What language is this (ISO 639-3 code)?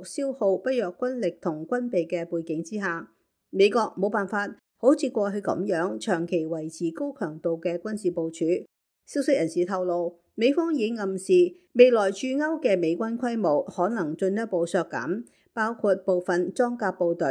yue